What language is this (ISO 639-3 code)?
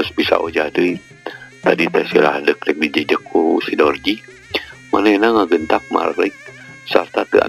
sun